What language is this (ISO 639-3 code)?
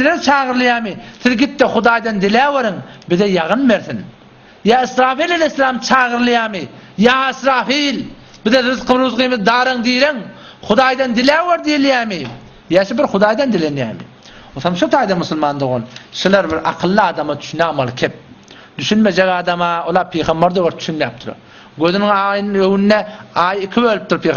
tuk